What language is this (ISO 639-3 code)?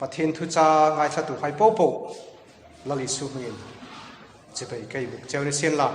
hmr